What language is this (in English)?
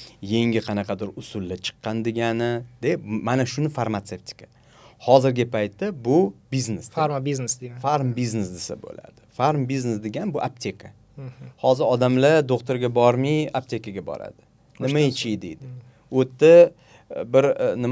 Uzbek